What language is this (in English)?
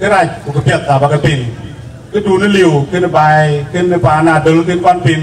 Dinka